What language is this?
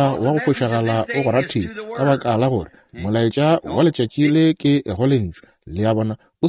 Northern Sotho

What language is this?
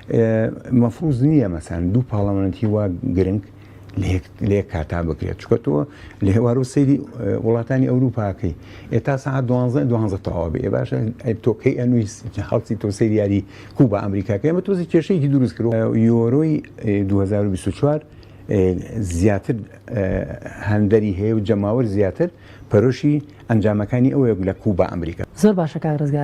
Central Kurdish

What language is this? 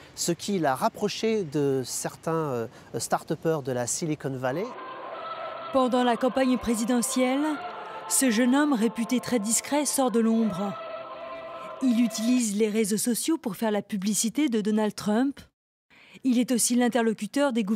French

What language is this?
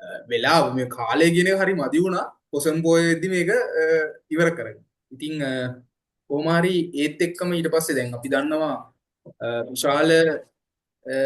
Sinhala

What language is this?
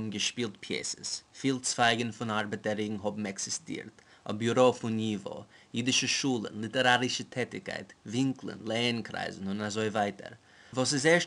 Yiddish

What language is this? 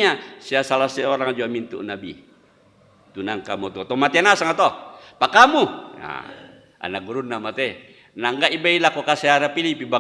Toraja-Sa'dan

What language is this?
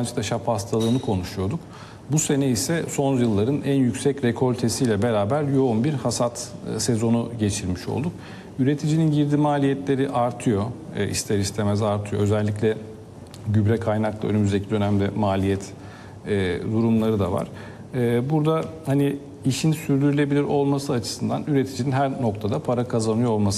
Turkish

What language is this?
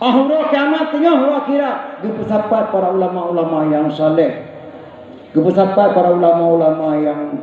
Achinese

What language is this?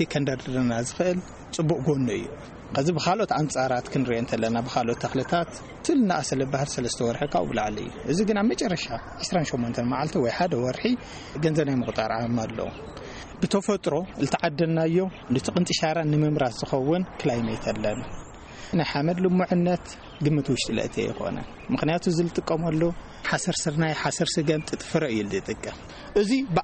Tigrinya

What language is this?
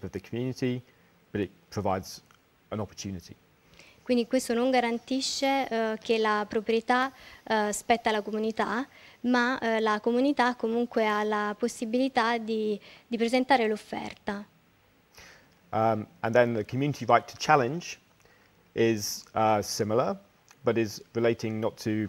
Italian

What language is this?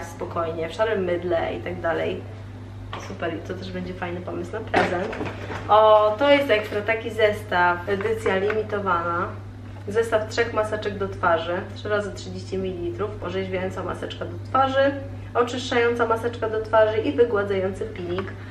Polish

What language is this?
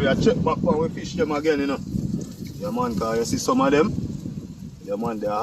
Jamaican Creole English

